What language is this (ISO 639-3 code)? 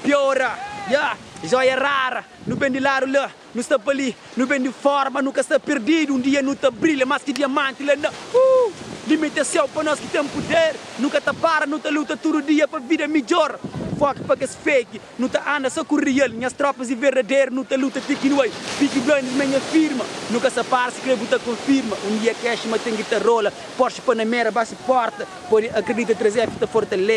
kea